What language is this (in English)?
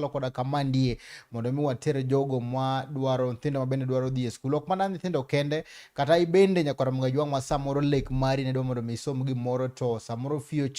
Luo (Kenya and Tanzania)